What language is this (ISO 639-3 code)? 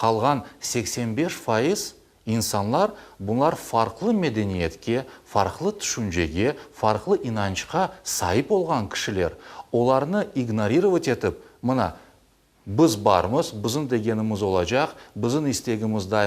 crh